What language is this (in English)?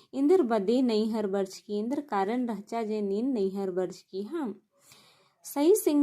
Kurukh